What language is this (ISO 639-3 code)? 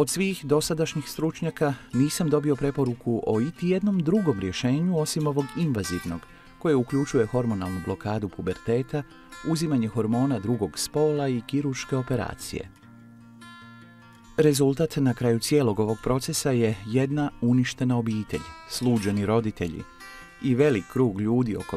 hrv